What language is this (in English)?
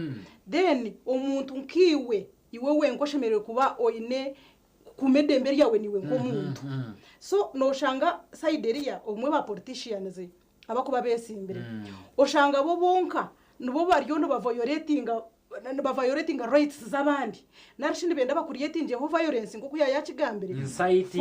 Nyankole